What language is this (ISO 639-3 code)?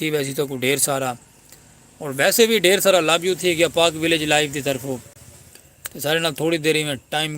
skr